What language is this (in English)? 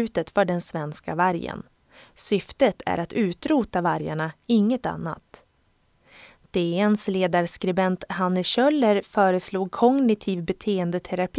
Swedish